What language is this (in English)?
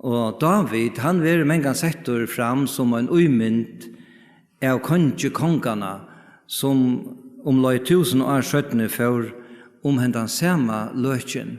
Faroese